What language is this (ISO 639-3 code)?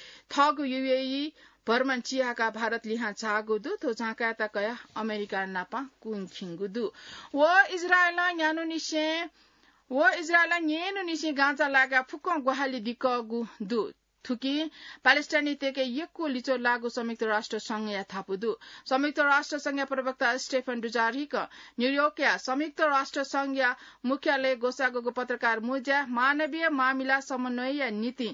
new